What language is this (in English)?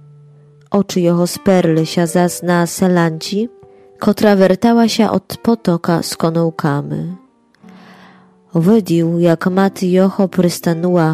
Polish